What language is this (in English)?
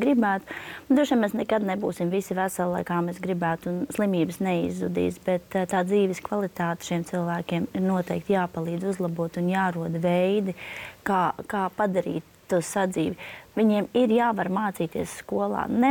Latvian